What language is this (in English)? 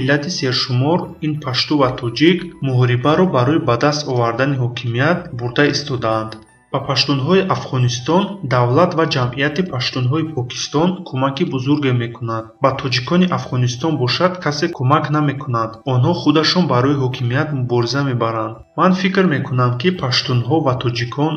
Tajik